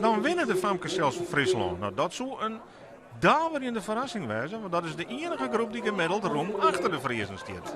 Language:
Western Frisian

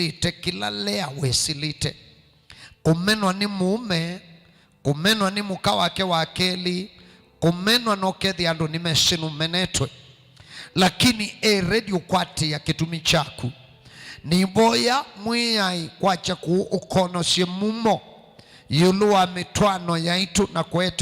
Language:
Kamba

